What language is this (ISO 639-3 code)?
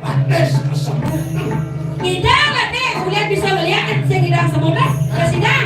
ban